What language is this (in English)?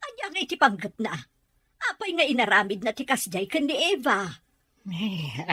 Iloko